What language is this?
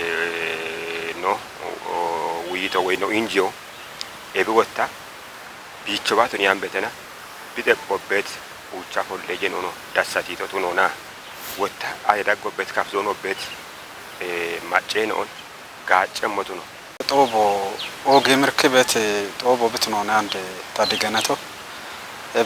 Kafa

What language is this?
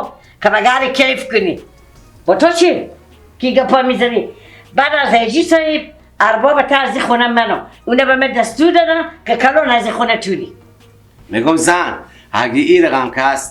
Persian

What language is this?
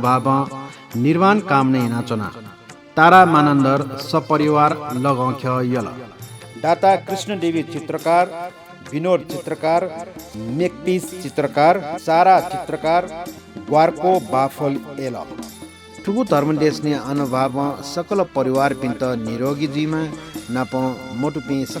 Newari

